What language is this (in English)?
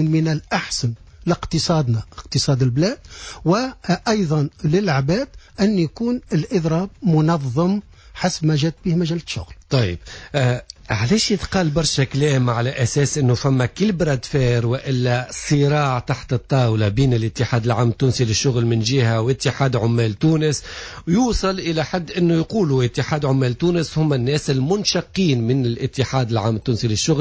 Tunisian Arabic